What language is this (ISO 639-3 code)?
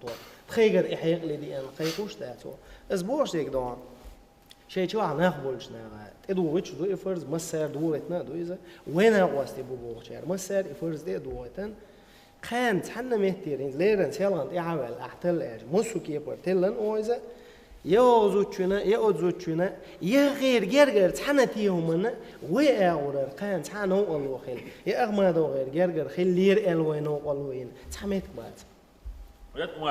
che